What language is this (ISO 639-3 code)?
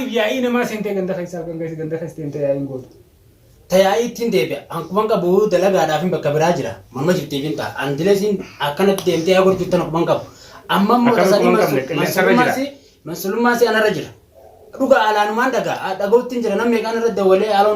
orm